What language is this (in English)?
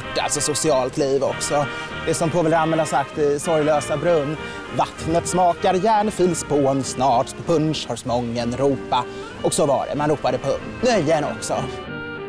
Swedish